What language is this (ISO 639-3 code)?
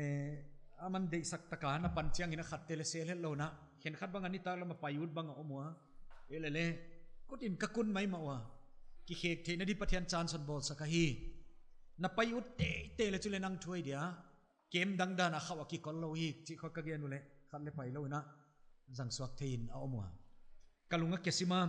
pck